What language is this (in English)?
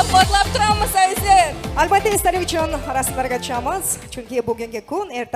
Kara-Kalpak